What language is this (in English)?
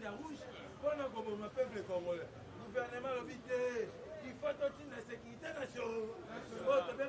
Lingala